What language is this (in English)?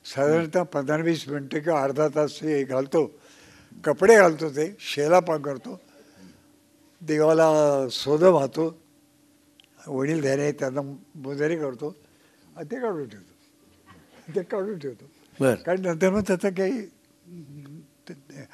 Marathi